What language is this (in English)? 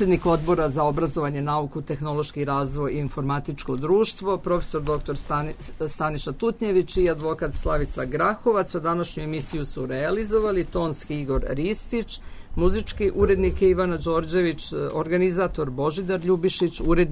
Serbian